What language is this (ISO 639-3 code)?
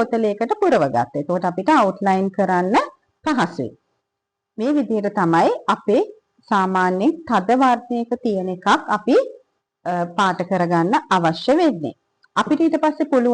sin